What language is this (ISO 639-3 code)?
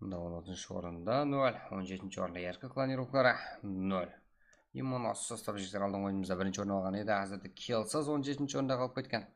kaa